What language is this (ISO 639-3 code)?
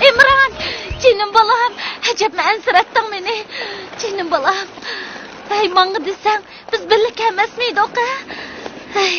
uig